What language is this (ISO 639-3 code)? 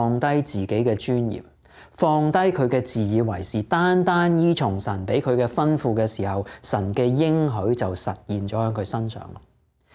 yue